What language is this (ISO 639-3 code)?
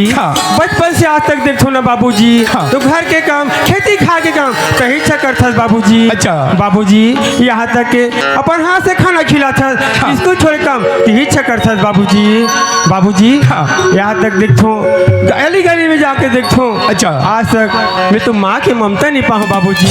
hne